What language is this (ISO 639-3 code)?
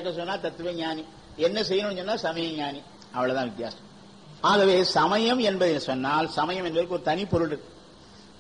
tam